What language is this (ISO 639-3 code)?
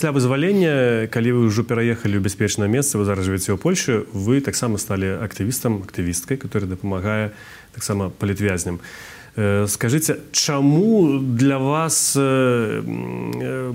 bel